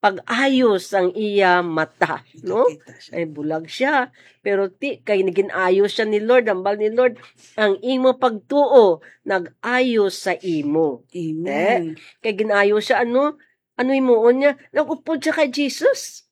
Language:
Hiligaynon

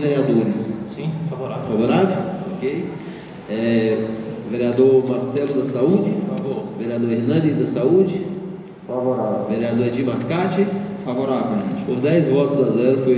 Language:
Portuguese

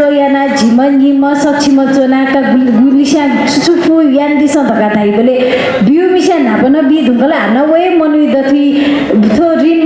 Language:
Newari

